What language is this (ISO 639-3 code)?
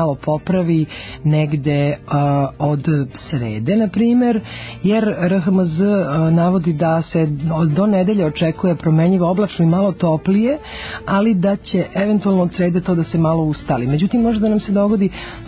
srp